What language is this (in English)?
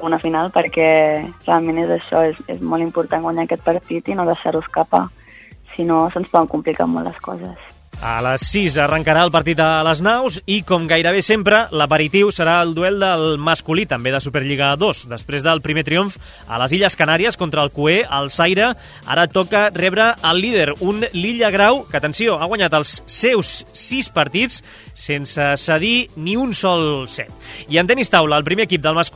Catalan